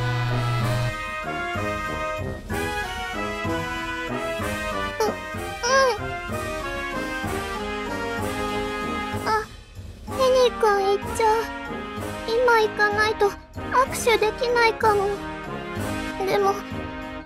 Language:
Japanese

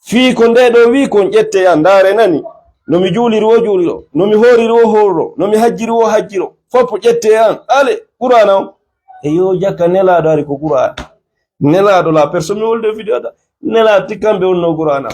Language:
Fula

